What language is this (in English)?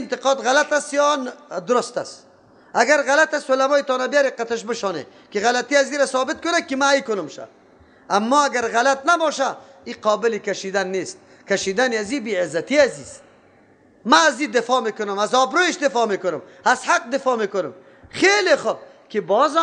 Persian